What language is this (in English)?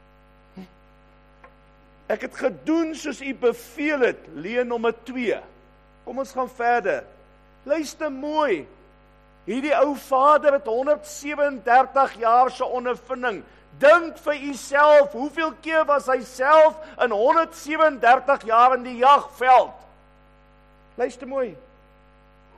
Afrikaans